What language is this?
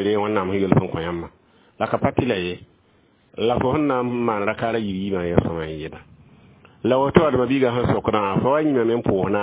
Mossi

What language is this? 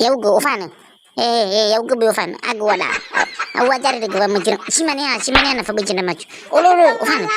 Nias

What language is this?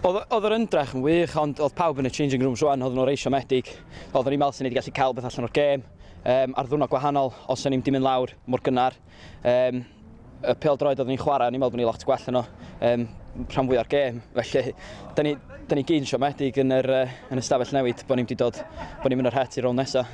Welsh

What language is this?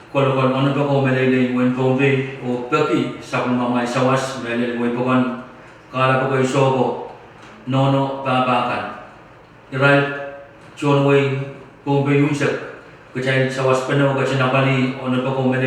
Pohnpeian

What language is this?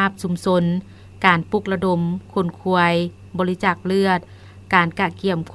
Lao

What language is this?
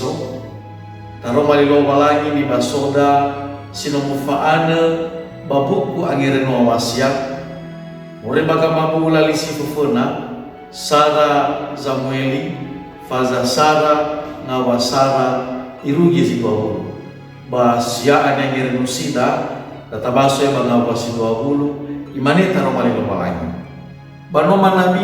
Nias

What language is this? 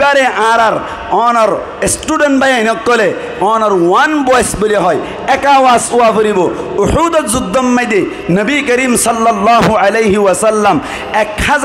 Rohingya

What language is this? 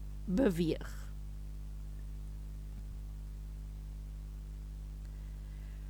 Afrikaans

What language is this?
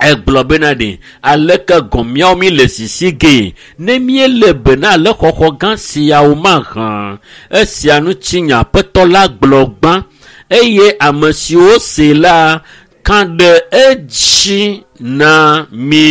Ewe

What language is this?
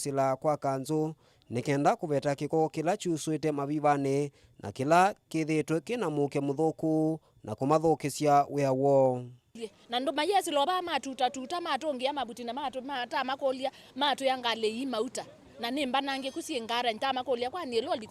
Kamba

